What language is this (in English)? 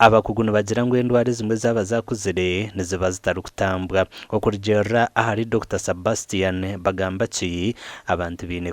Nyankole